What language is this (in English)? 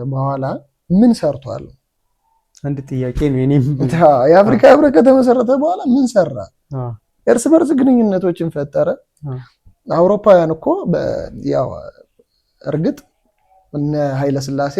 Amharic